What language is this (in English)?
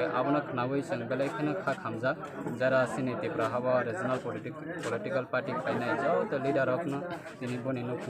Kok Borok